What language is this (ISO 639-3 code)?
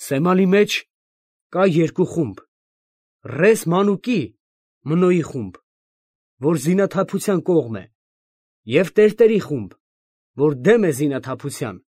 hye